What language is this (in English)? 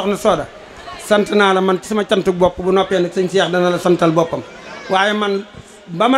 Wolof